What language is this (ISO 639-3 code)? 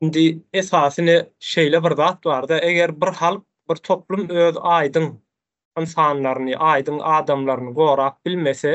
tuk